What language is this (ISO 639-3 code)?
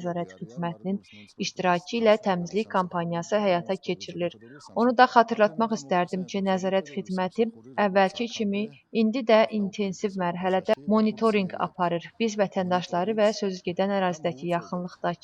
aze